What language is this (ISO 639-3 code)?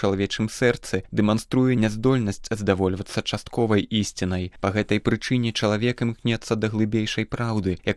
bel